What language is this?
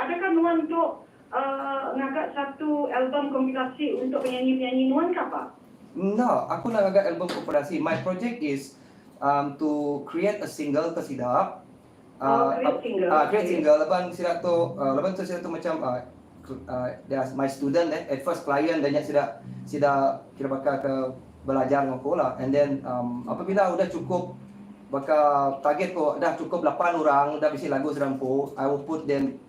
Iban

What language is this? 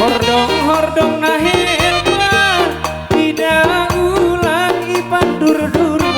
Batak Simalungun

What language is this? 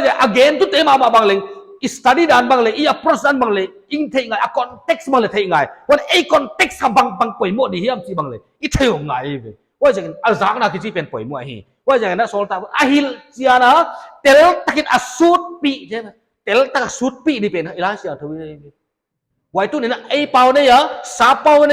Paite Chin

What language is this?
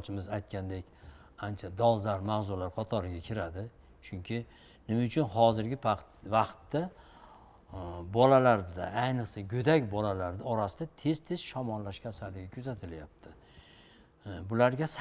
Uzbek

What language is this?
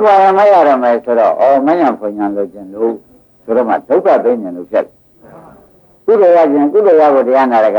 Burmese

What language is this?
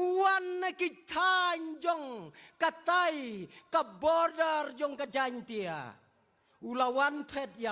Khasi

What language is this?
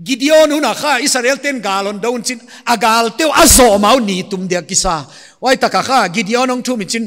Paite Chin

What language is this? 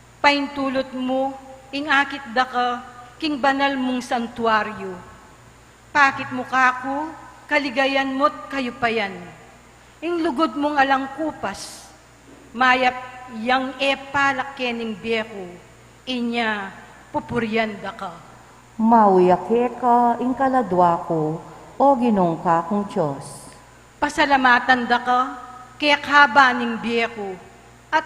Pampanga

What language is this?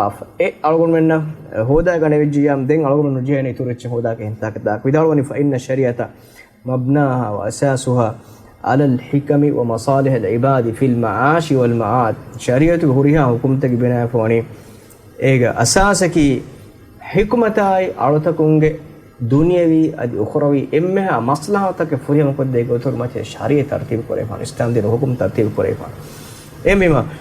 Divehi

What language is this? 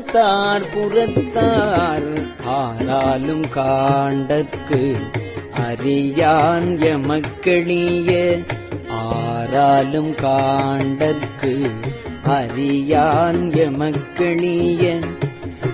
Tamil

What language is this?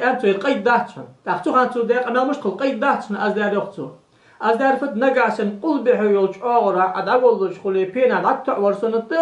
Ingush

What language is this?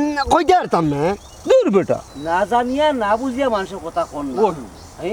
Sylheti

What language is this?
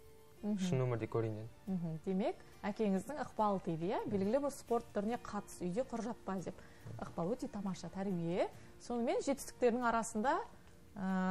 Kazakh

